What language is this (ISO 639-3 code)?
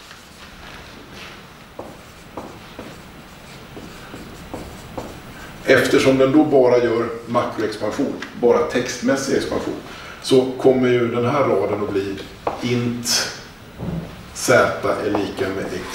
swe